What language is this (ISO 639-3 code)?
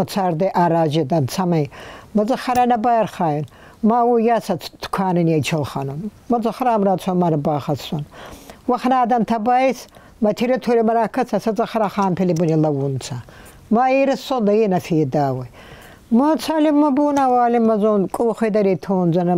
oss